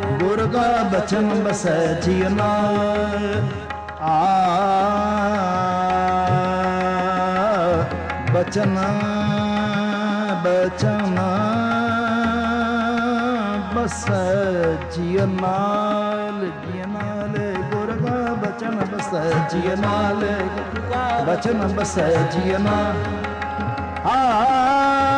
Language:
Punjabi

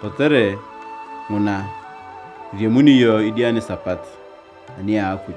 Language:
Turkana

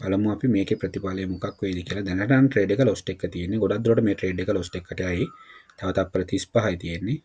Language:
Sinhala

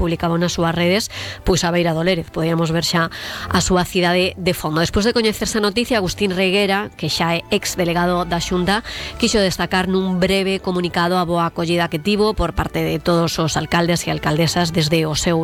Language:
Galician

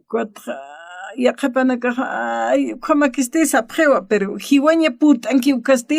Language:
Aymara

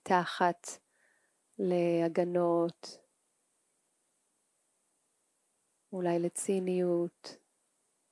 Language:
Hebrew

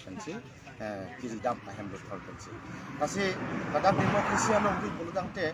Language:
Karbi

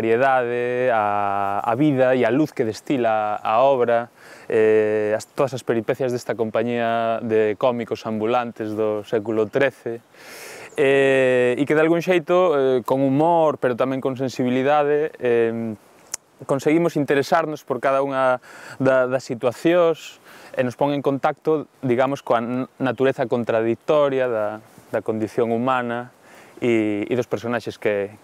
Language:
Galician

